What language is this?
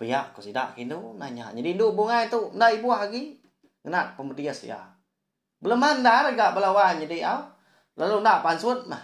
Iban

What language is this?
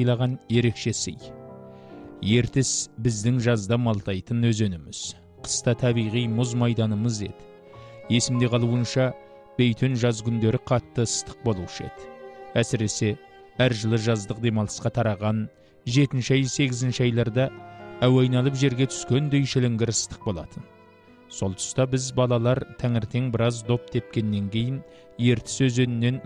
Kazakh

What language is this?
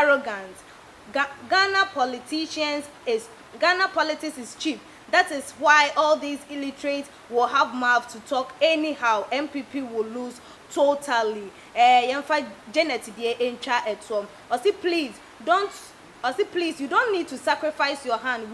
Akan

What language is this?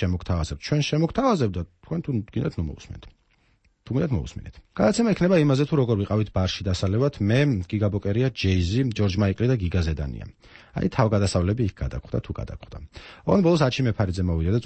Georgian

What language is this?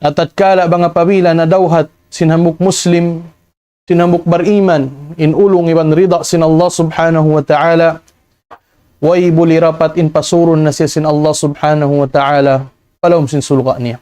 Tausug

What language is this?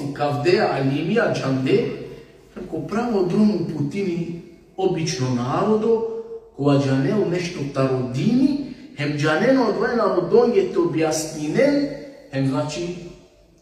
Balkan Romani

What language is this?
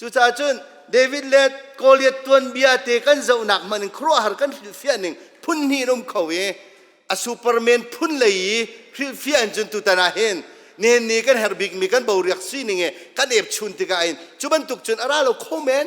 Hakha Chin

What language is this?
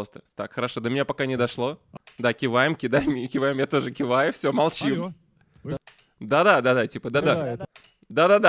Russian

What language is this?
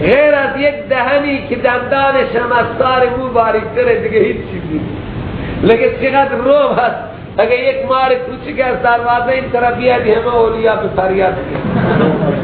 Persian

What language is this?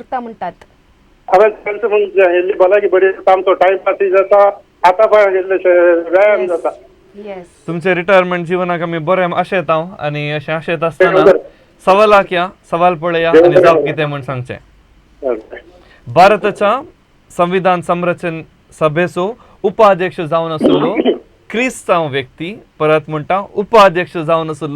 Konkani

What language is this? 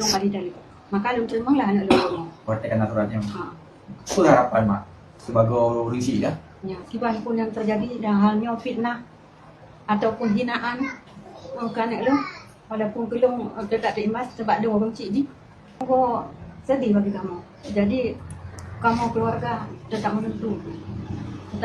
Achinese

